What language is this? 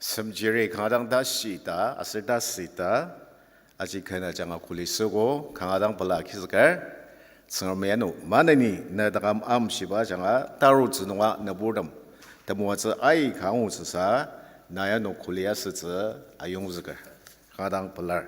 Ao Naga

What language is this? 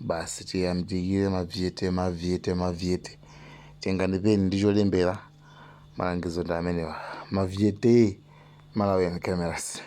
Nyanja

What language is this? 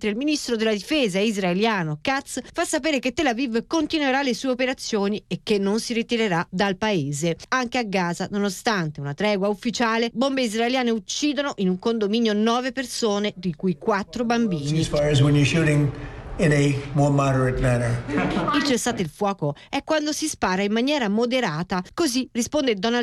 Italian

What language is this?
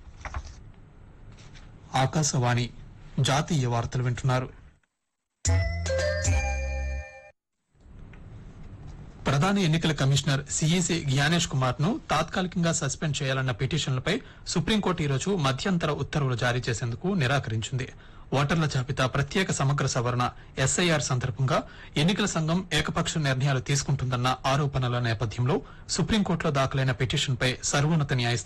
Telugu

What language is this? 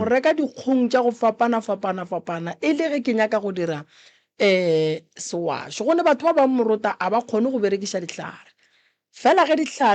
Northern Sotho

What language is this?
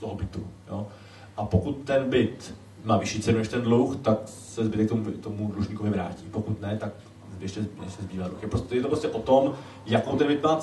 Czech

